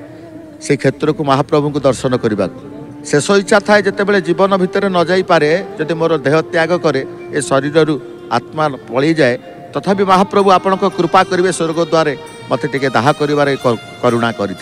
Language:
Odia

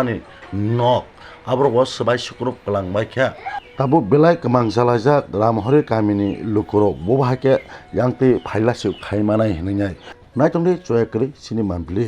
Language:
Kok Borok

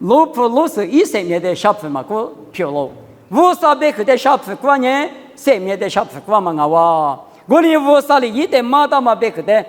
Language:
Lisu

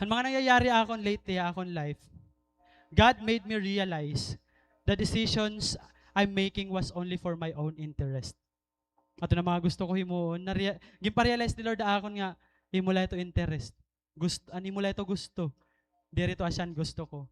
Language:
Waray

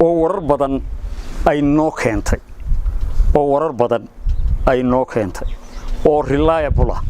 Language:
Somali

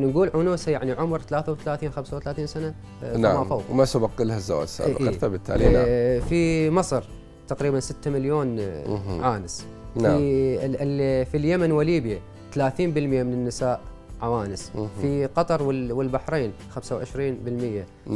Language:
Mesopotamian Arabic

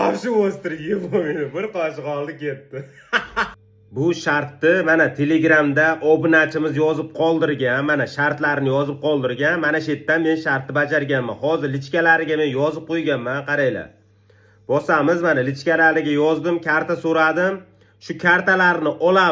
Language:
Uzbek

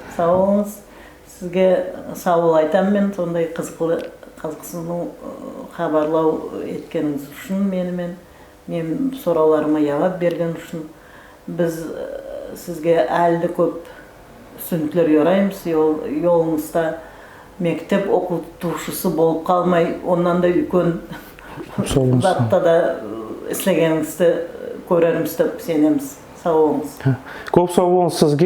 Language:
Nogai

